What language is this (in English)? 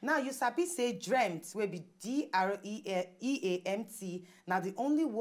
Nigerian Pidgin